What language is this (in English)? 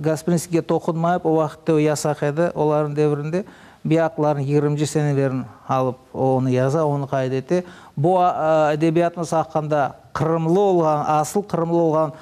Crimean Tatar